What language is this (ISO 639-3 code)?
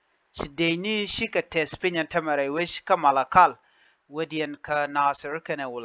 nus